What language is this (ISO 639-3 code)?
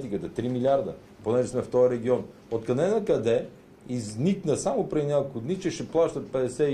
bul